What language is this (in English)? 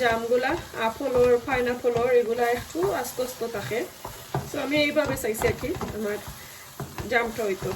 Sylheti